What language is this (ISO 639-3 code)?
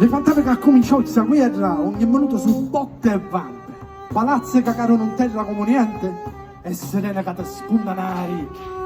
scn